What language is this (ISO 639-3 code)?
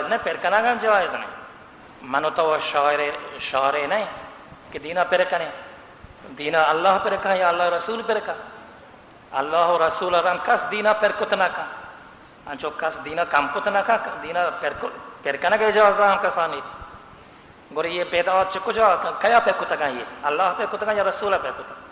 bal